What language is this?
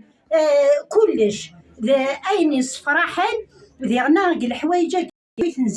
Kabyle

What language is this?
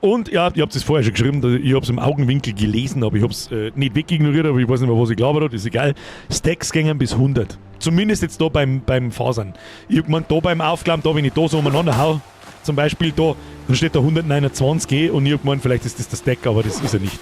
Bavarian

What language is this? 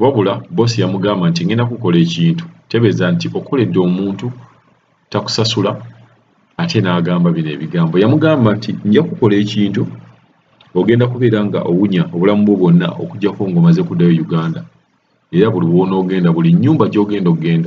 Ganda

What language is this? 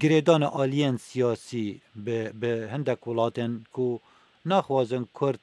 Kurdish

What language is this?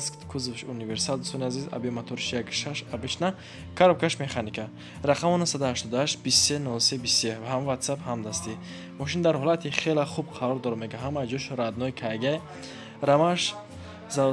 Tajik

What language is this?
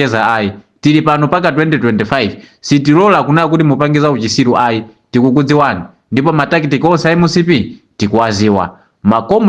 Nyanja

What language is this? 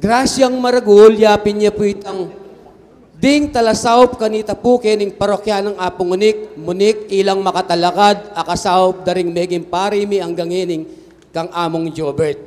Pampanga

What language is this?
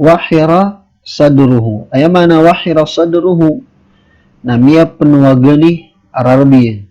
Maranao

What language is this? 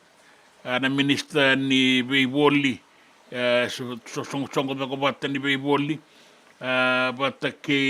Fijian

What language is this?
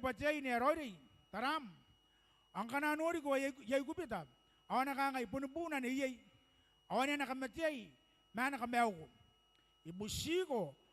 Gilbertese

